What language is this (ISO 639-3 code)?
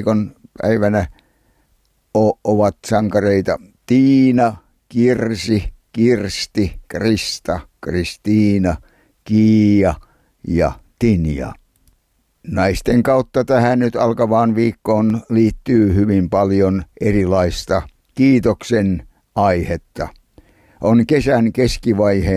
fin